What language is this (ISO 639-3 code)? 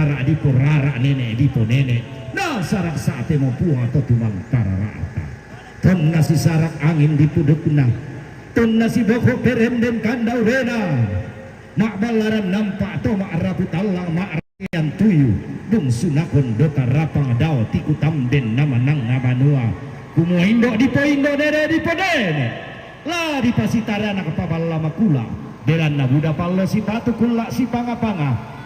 sda